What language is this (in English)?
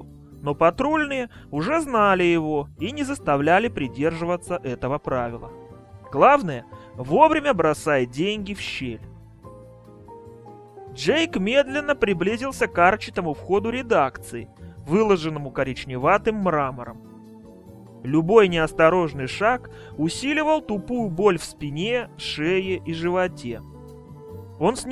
Russian